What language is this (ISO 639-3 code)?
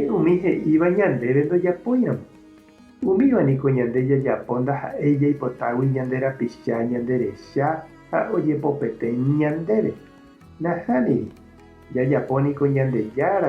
grn